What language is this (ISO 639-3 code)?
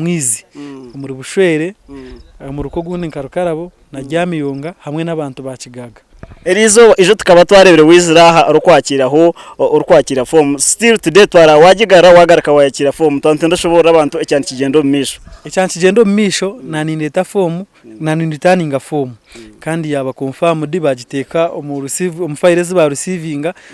nyn